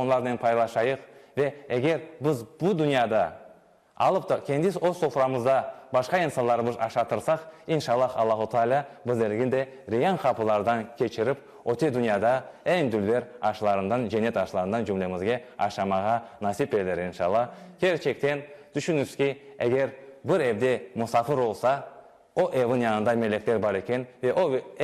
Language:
Crimean Tatar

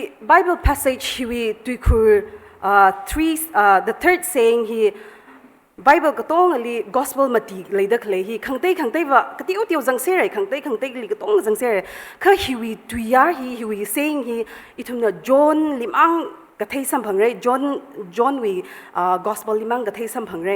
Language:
Tangkhul Naga (India)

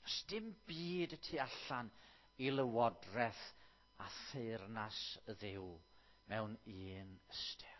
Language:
Welsh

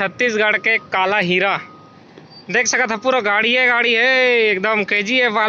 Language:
Chhattisgarhi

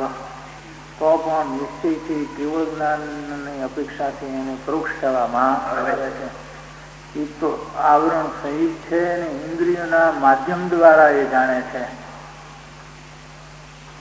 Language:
Gujarati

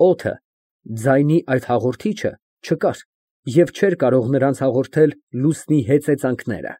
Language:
Armenian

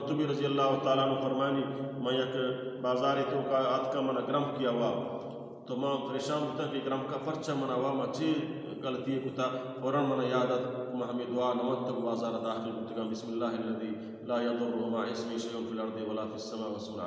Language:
Baluchi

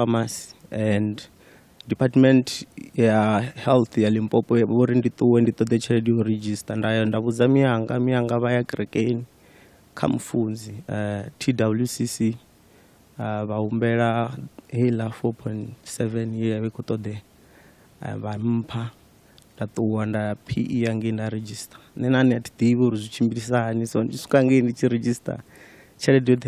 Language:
Venda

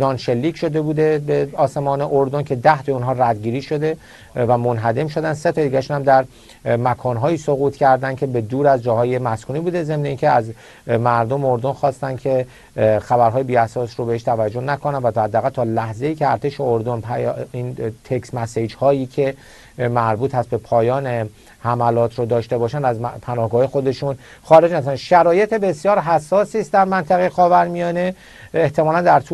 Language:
Persian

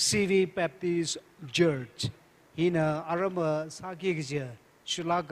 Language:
Tangkhul Naga (India)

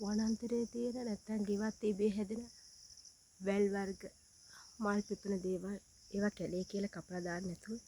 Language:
Sinhala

